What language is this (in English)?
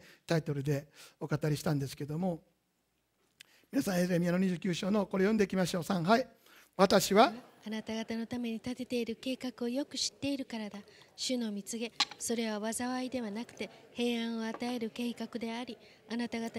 Japanese